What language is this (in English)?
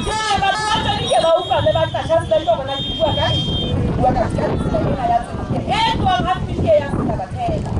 Southern Sotho